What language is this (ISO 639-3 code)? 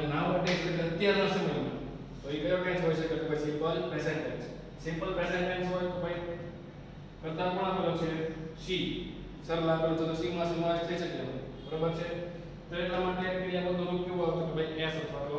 guj